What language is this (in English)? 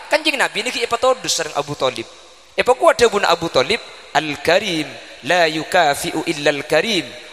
Madurese